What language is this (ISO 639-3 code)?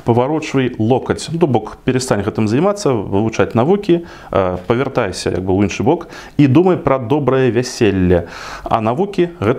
bel